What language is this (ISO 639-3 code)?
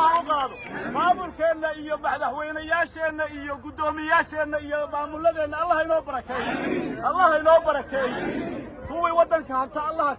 som